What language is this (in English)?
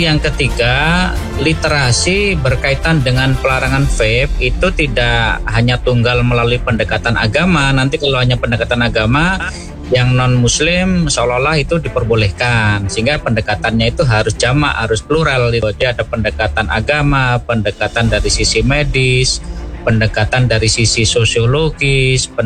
Indonesian